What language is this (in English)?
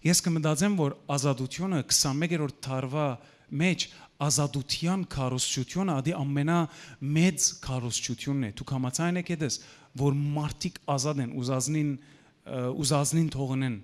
Western Armenian